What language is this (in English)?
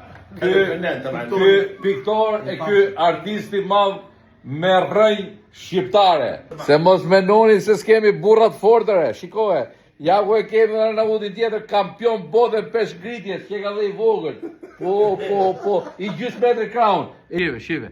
Albanian